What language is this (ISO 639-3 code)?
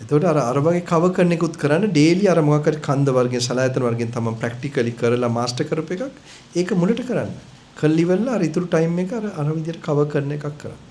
sin